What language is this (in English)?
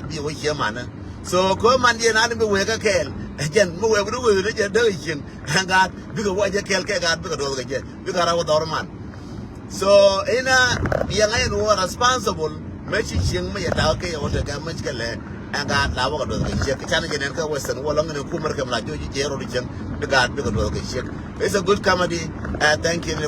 Nuer